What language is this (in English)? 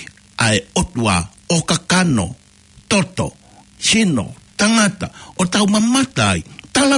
Tongan